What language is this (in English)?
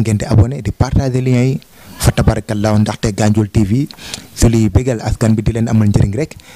Wolof